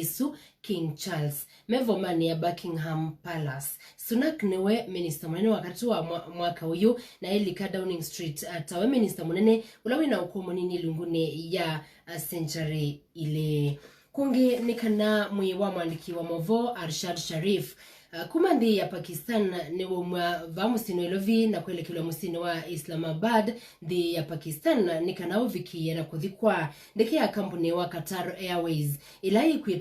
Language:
Kamba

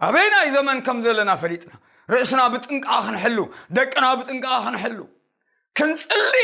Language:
Tigrinya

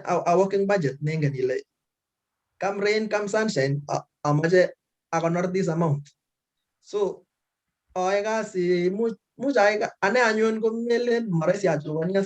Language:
Kalenjin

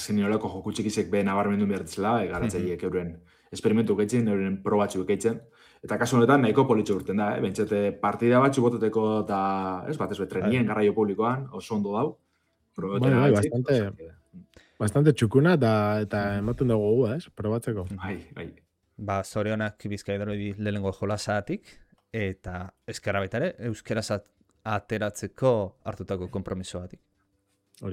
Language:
Basque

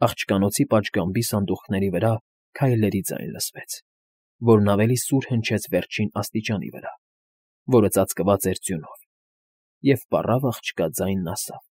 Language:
Armenian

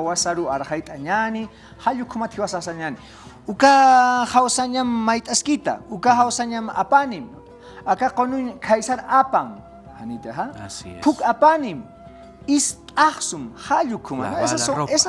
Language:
Aymara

